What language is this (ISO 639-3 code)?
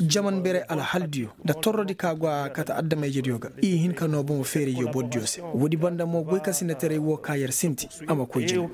ses